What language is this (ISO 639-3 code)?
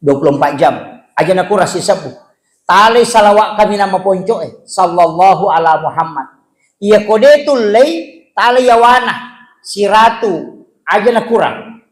bug